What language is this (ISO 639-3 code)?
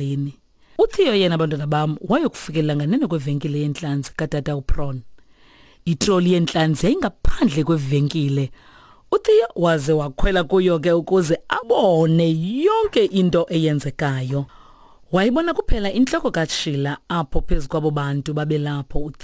xho